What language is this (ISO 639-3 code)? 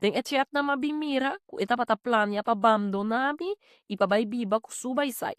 pap